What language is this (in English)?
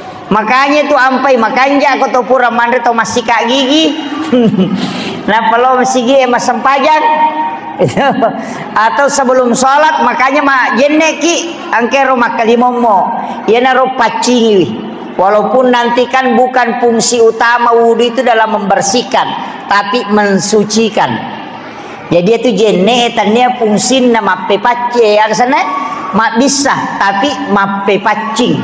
Buginese